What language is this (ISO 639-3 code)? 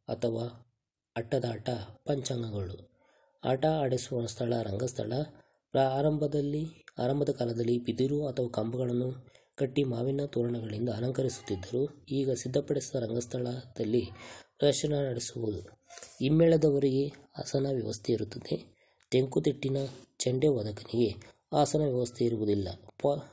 kan